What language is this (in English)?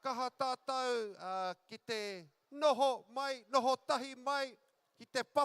Māori